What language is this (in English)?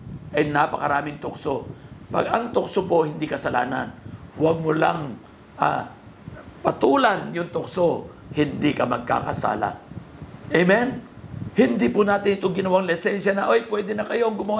Filipino